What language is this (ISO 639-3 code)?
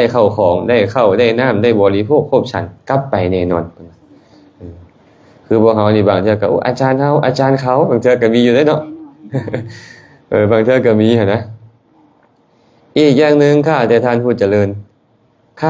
lao